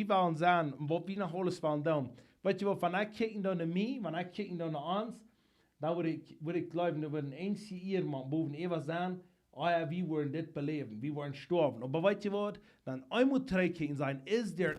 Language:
Plautdietsch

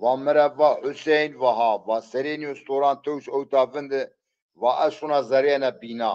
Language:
Zaza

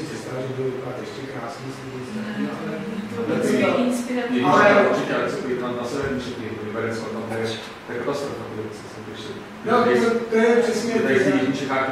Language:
Czech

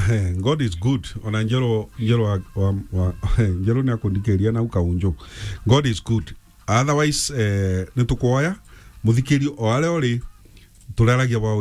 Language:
Meru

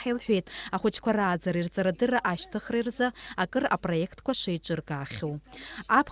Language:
Abkhazian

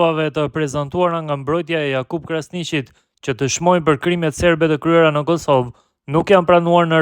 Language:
Albanian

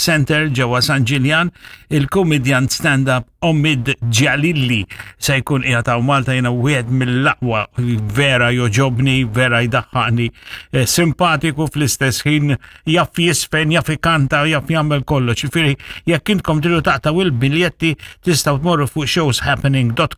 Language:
Maltese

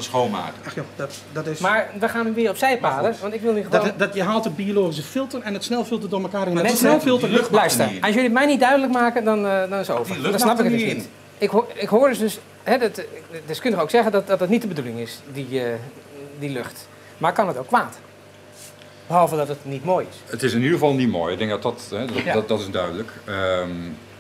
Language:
Dutch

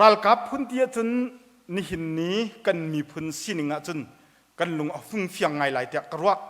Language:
Hakha Chin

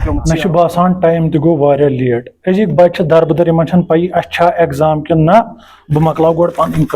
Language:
Kashmiri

